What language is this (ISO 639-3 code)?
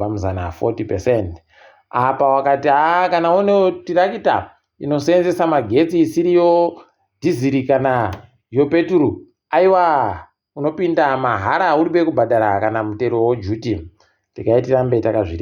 ndc